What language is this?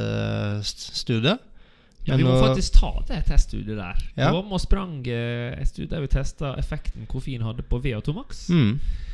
Norwegian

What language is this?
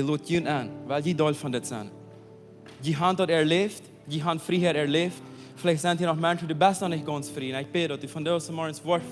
Plautdietsch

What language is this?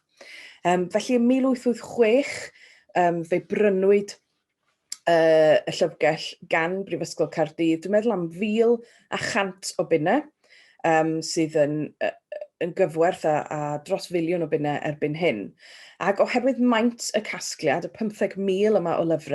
Welsh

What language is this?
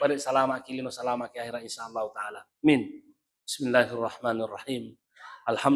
Buginese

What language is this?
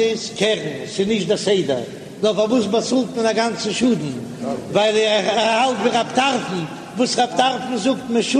Yiddish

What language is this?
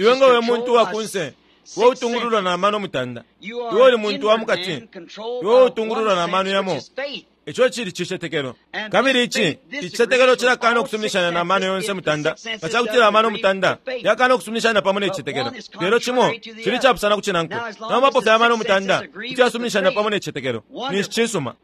Bemba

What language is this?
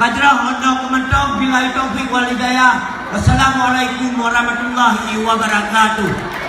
Achinese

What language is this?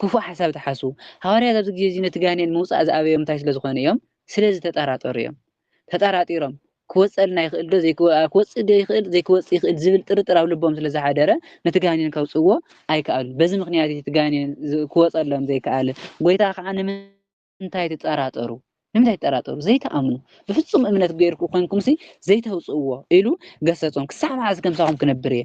Tigrinya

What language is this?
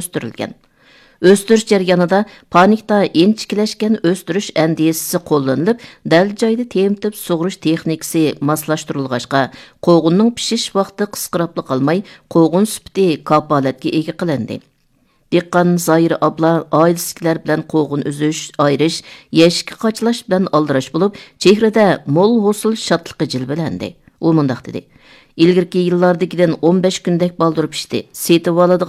Uyghur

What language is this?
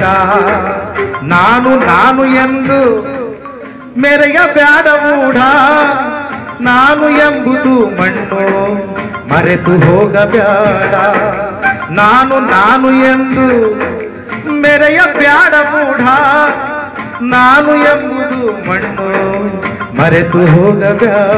Kannada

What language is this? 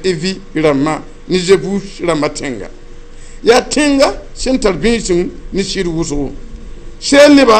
Mossi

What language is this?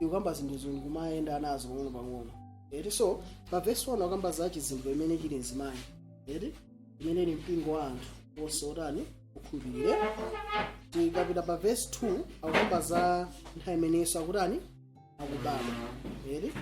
Nyanja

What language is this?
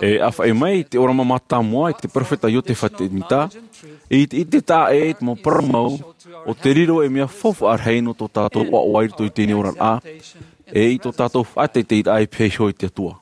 Tahitian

